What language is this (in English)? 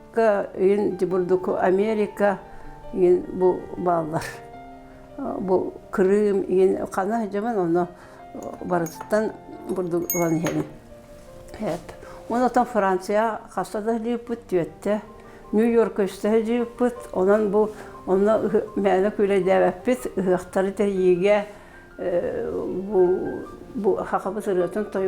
Yakut